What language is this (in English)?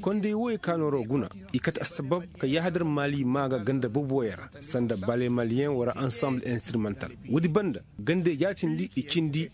Koyraboro Senni